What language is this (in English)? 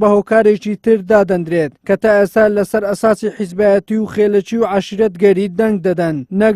Central Kurdish